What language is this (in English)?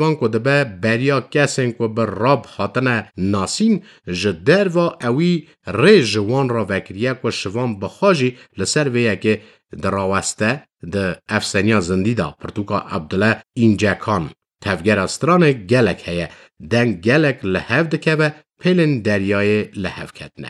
Kurdish